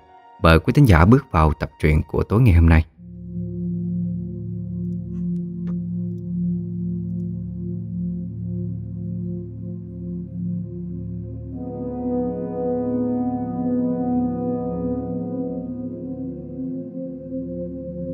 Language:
Vietnamese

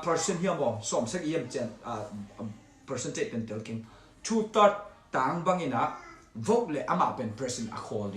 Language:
Tedim Chin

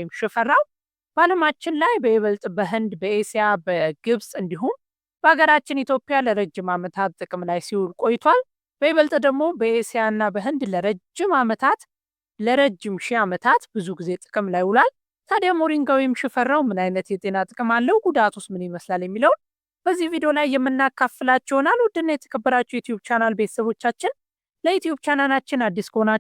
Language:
Amharic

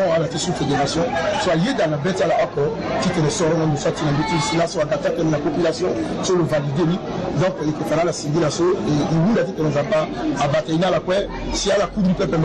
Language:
Sango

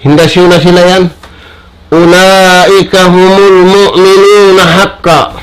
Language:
Tausug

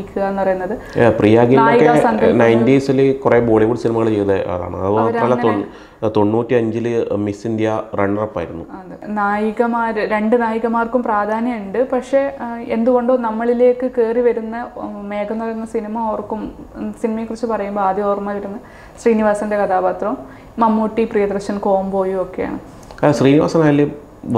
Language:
Malayalam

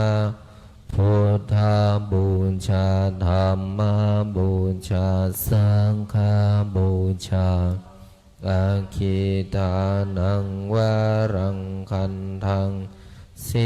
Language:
Pali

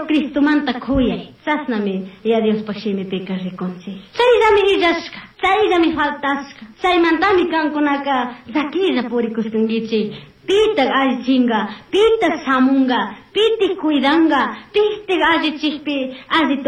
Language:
Chimborazo Highland Quichua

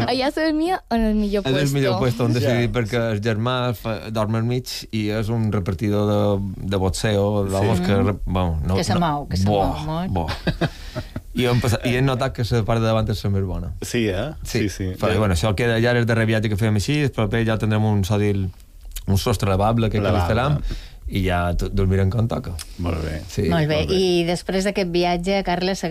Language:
Catalan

